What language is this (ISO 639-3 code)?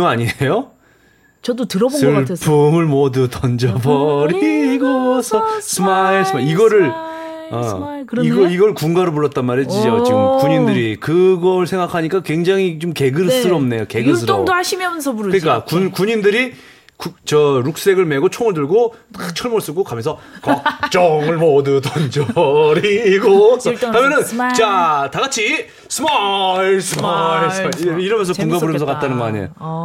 kor